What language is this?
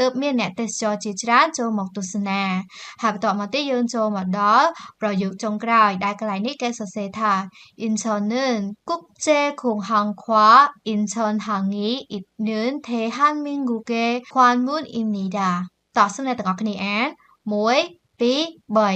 Khmer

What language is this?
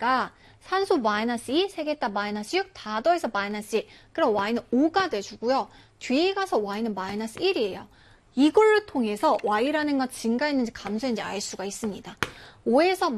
Korean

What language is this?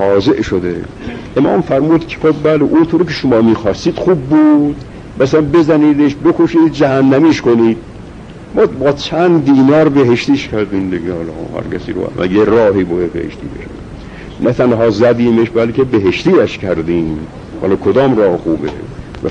Persian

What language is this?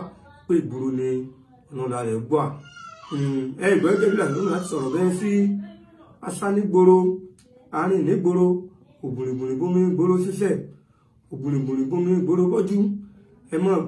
Yoruba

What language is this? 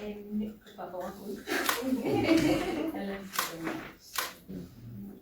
Tswana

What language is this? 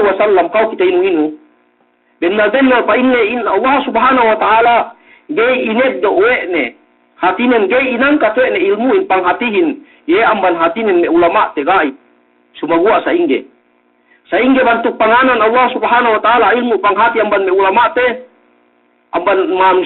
Yakan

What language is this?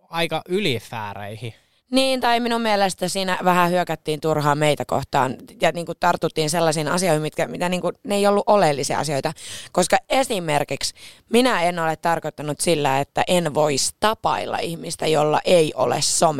Finnish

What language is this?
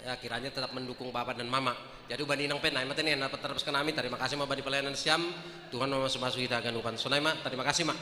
Batak Simalungun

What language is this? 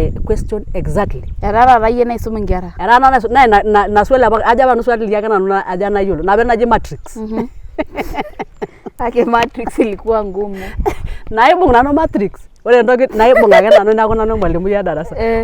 Masai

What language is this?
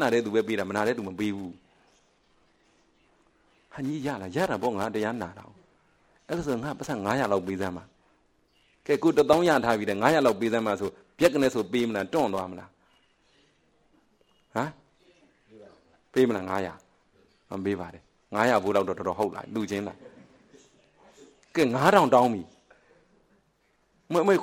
Burmese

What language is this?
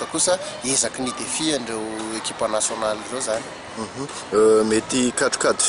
Malagasy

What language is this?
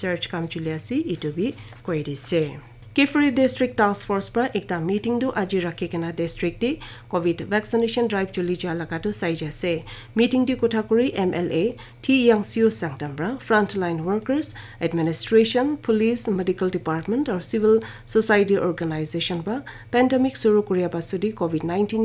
Naga Pidgin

